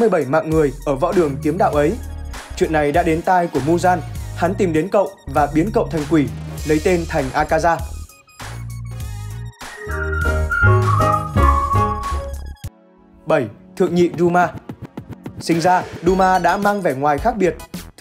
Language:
Vietnamese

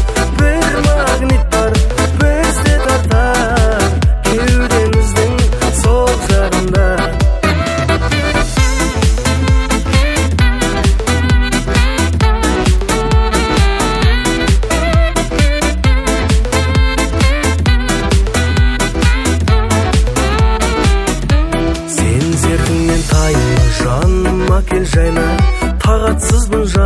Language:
Kazakh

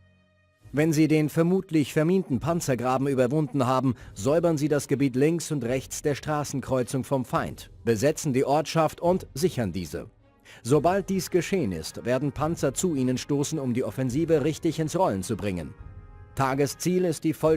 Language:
Bavarian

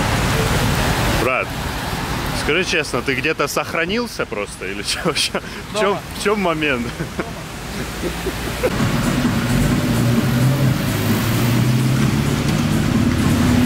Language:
Russian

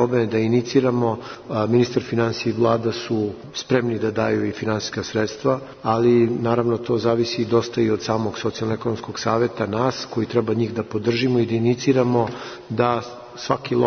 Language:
Serbian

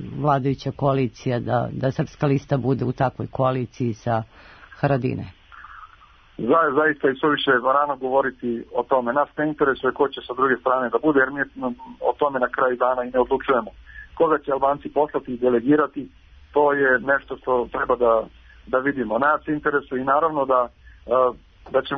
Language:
Serbian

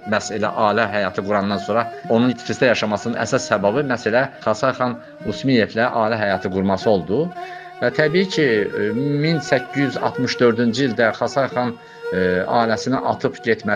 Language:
Azerbaijani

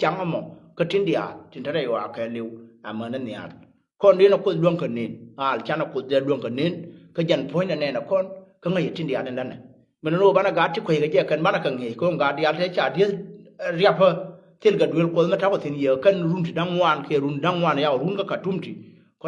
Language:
Nuer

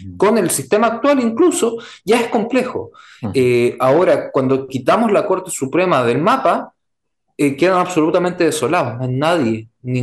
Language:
Spanish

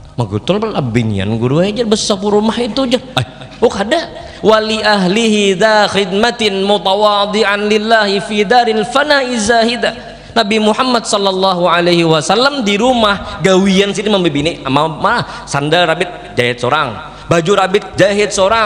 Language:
Banjar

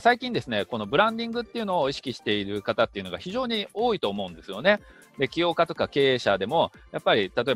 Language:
Japanese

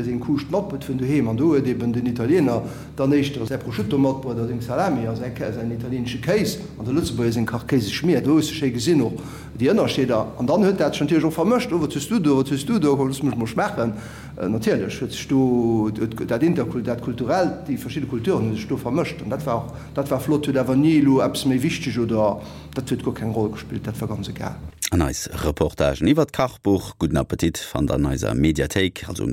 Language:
Luxembourgish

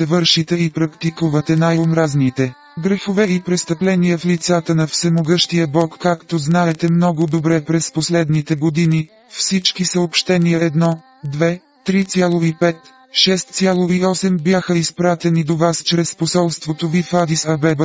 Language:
Bulgarian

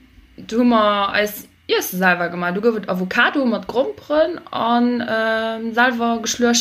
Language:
Luxembourgish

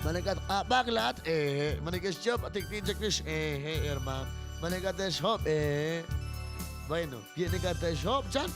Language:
Kekchí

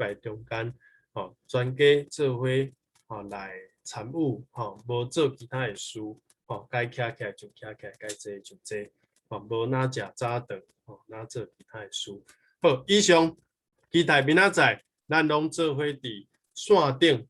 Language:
Min Nan Chinese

